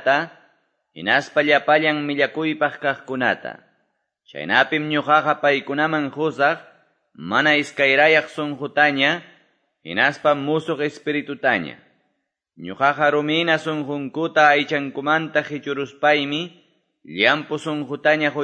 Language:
Quechua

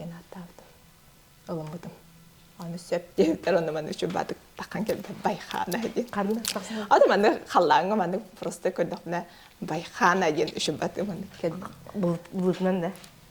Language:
Yakut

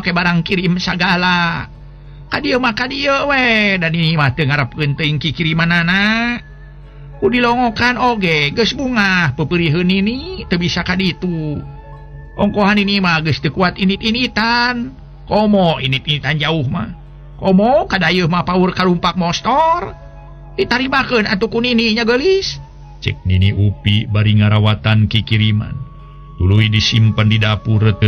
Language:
Sundanese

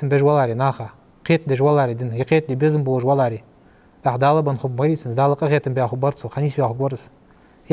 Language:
Ingush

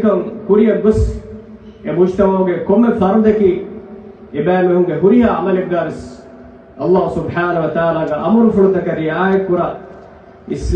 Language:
Divehi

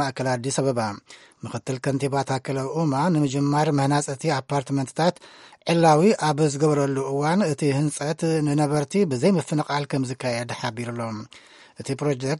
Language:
Tigrinya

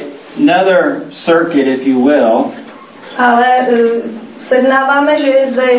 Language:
Czech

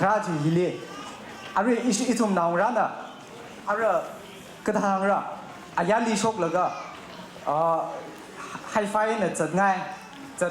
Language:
Tangkhul Naga (India)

